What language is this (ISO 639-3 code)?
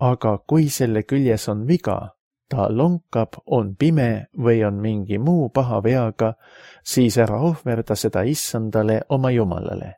est